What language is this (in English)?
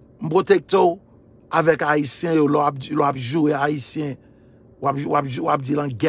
Haitian Creole